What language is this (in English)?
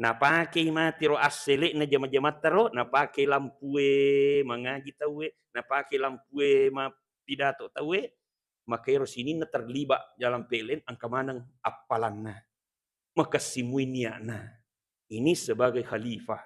Buginese